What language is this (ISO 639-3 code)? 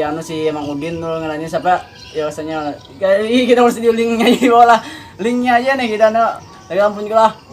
bjn